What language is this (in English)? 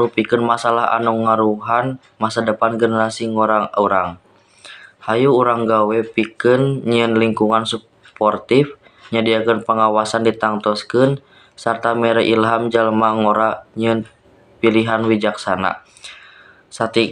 Sundanese